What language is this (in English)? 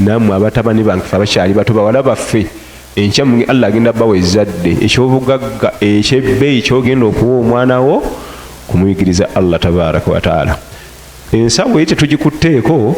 Ganda